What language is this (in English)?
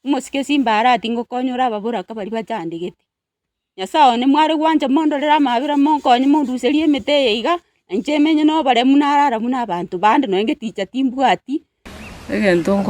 Gusii